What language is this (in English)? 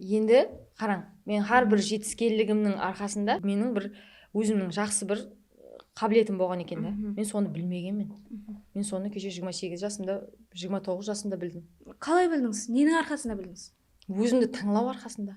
Kara-Kalpak